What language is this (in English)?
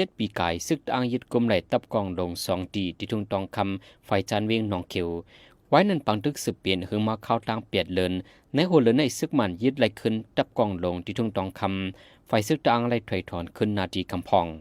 Shan